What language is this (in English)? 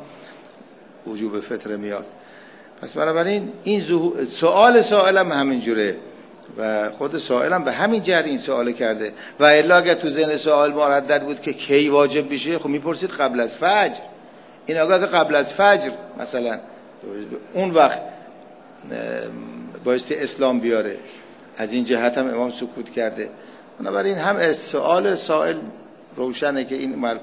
Persian